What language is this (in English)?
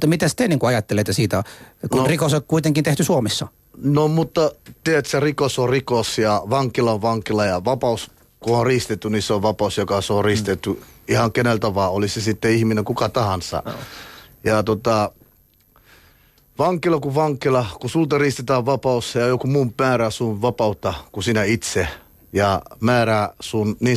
Finnish